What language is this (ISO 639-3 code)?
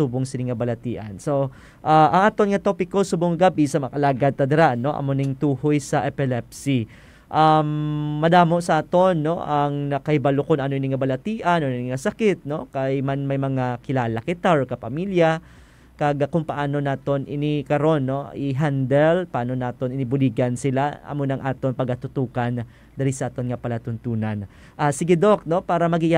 hil